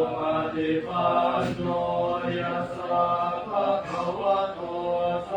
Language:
Pali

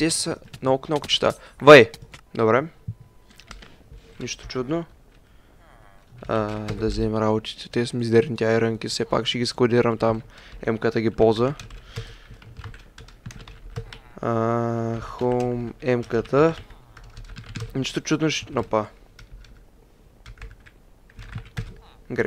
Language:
Bulgarian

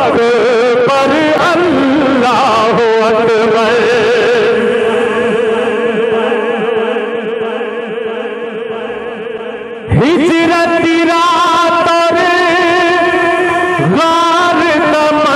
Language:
Urdu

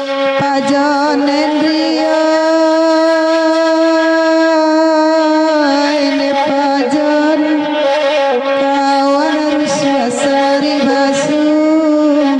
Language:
Minangkabau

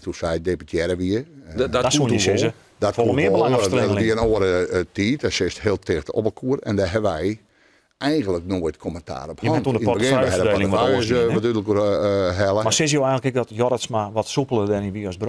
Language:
Western Frisian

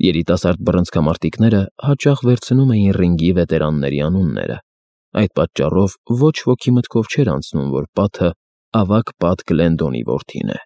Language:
Armenian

